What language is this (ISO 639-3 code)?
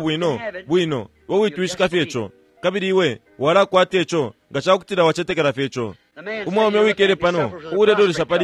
bem